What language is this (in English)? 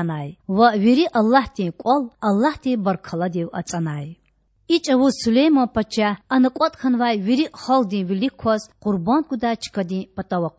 Lezghian